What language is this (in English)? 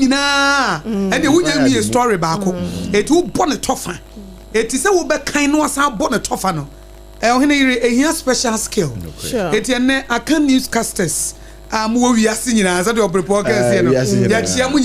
Akan